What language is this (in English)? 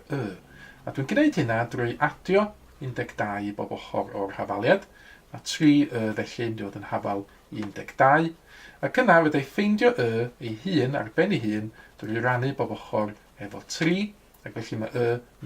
Welsh